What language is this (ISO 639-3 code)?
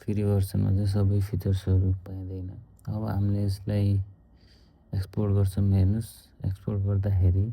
nep